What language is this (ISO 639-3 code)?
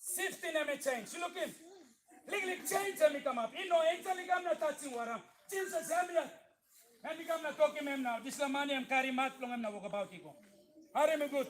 tpi